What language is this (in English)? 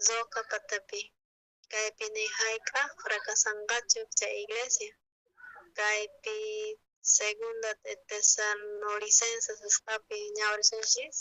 South Bolivian Quechua